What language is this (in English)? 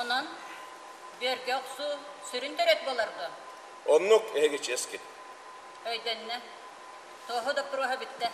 Yakut